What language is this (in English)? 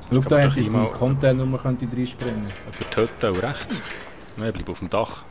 Swiss German